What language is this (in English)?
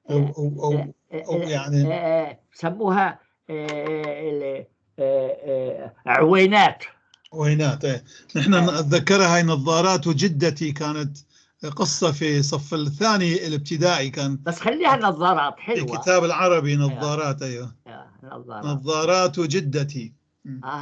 North Levantine Arabic